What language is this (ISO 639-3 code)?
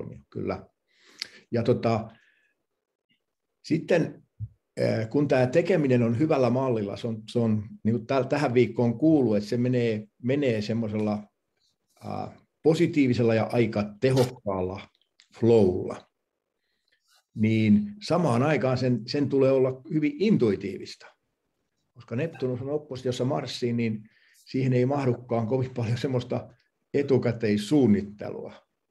fin